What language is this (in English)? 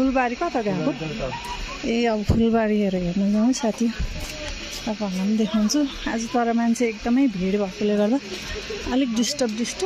Nepali